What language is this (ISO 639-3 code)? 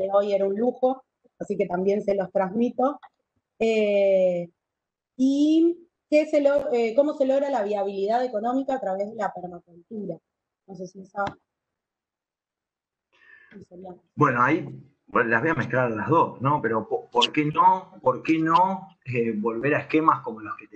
spa